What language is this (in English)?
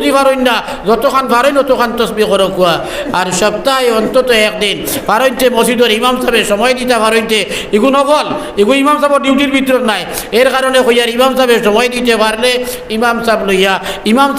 Sylheti